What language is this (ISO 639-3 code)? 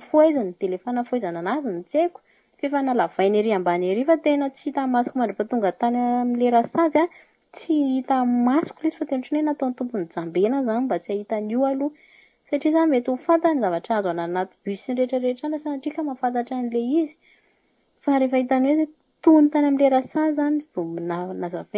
mlg